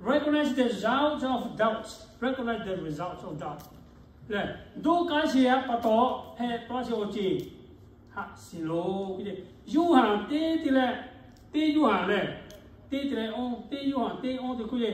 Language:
Lahu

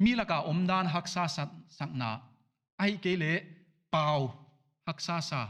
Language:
Paite Chin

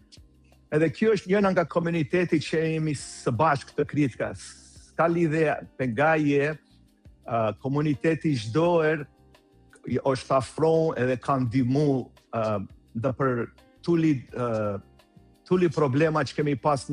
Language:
Albanian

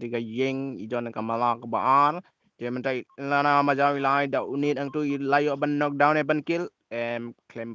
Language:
Khasi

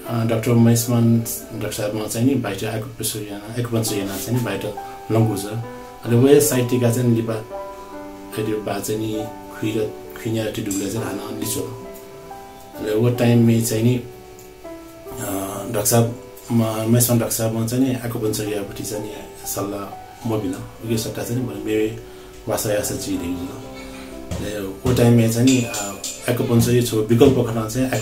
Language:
Newari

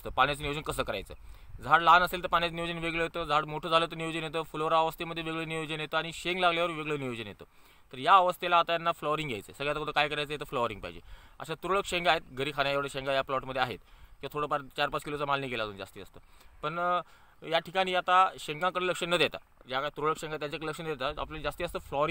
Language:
Marathi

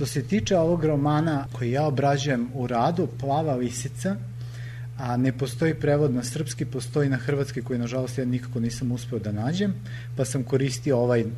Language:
Serbian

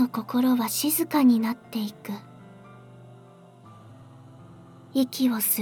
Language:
Japanese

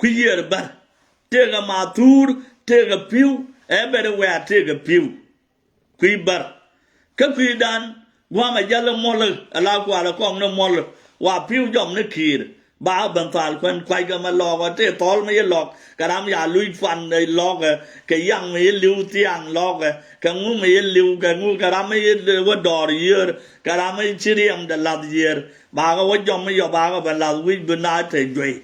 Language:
Nuer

